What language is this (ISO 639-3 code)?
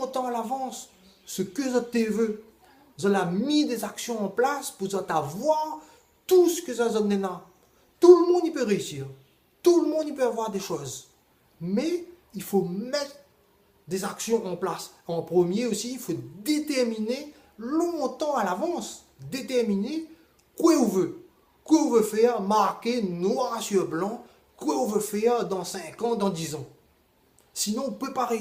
rcf